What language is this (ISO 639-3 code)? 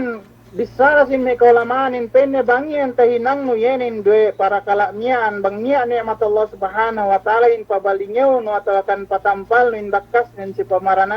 yka